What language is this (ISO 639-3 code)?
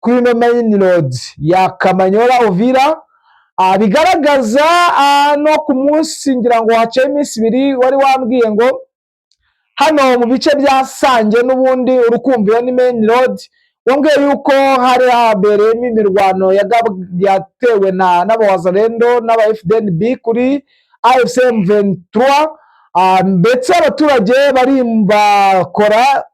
kin